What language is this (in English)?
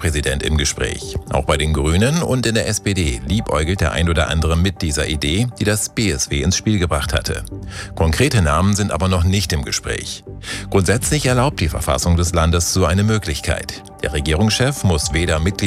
German